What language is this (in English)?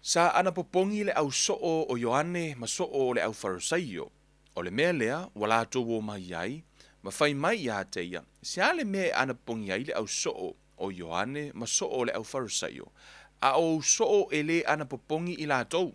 Samoan